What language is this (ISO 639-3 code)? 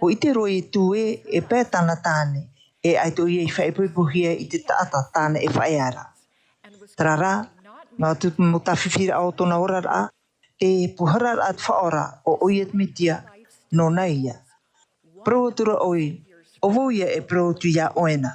tah